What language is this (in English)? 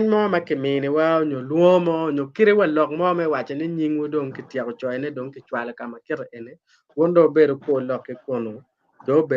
Acoli